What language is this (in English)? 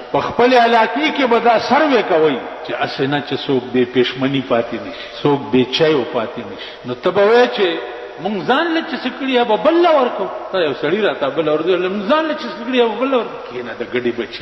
Pashto